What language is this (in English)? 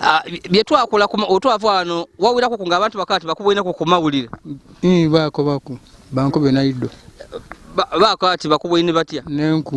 Ganda